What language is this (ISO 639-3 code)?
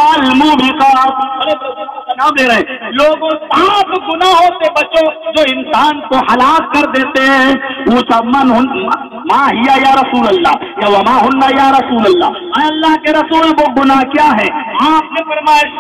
urd